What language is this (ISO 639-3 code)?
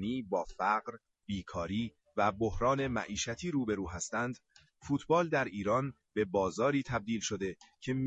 fas